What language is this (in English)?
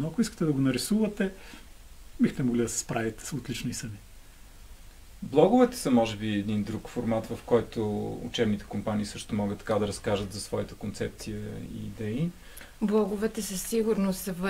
Bulgarian